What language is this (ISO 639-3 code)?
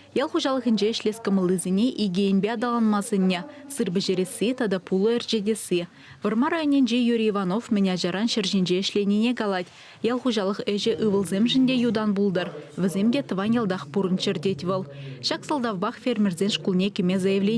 chv